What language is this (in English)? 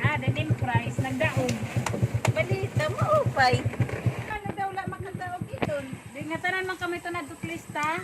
Waray